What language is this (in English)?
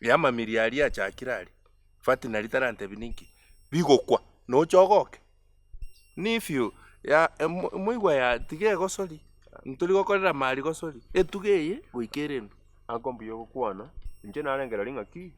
Gusii